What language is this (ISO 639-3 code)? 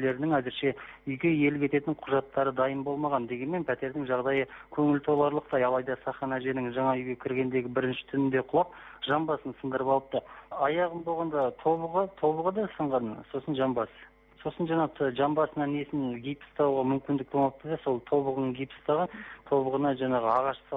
kaz